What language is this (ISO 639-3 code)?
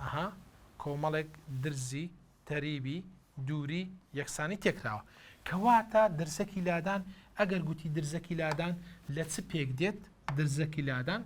ckb